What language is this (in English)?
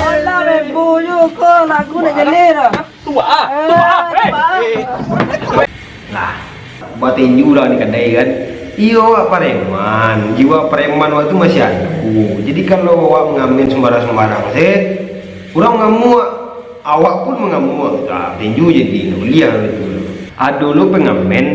Minangkabau